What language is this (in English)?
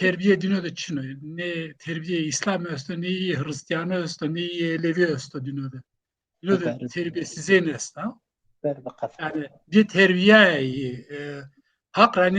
Zaza